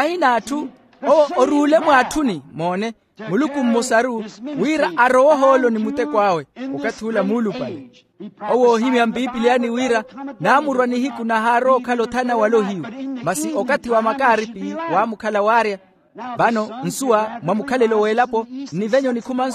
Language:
Makhuwa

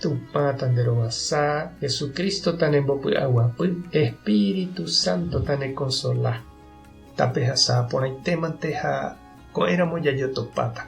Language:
Guarani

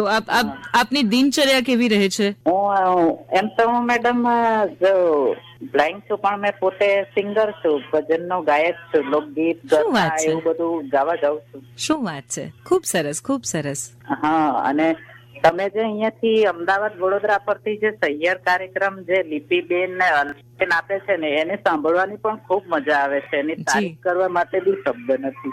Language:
Gujarati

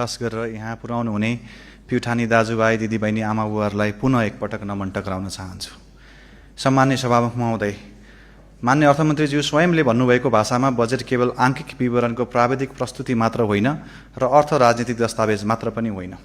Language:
Nepali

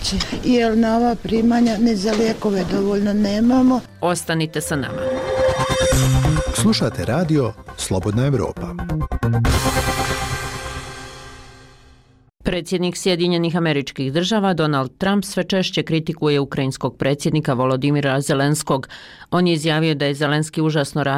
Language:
Bosnian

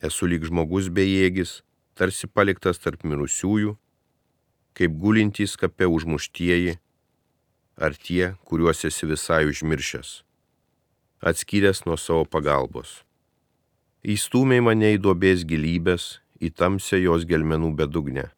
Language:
Lithuanian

